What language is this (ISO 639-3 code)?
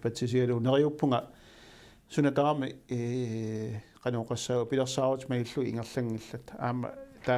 kal